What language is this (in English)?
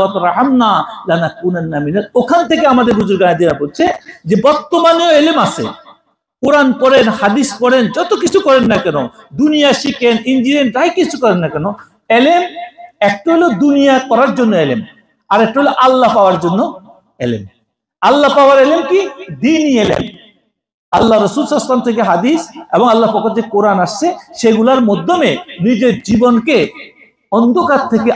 Bangla